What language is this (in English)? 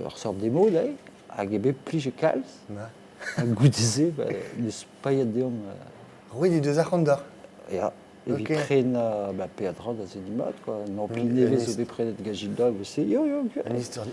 Breton